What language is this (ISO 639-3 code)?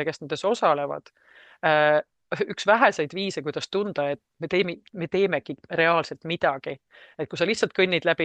est